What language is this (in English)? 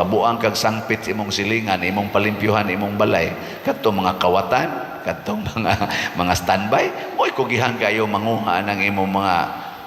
Cebuano